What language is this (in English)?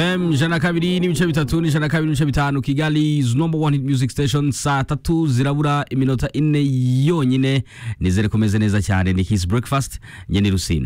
Kinyarwanda